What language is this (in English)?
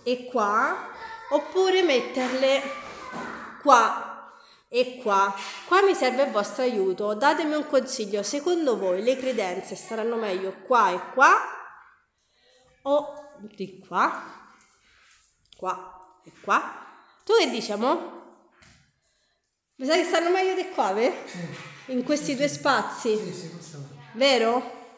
Italian